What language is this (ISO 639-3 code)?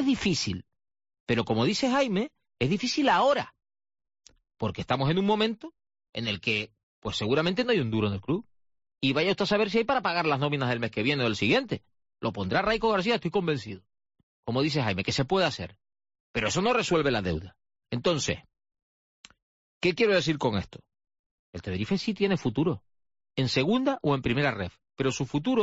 spa